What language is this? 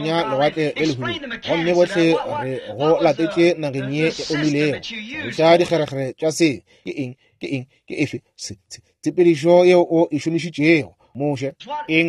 Northern Sotho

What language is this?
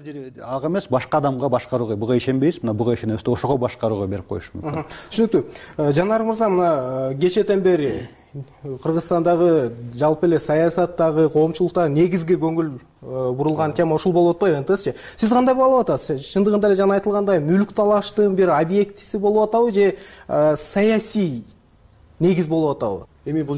Kyrgyz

